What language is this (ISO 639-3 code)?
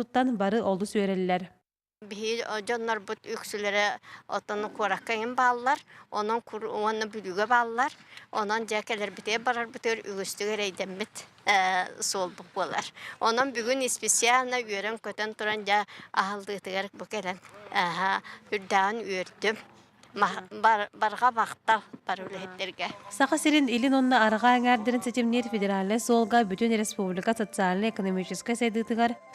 sah